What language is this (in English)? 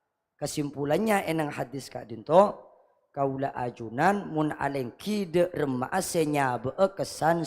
Madurese